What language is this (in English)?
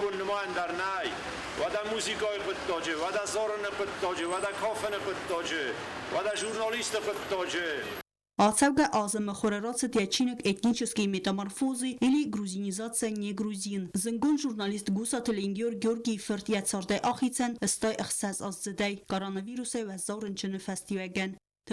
Ossetic